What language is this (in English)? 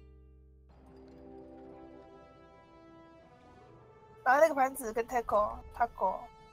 Chinese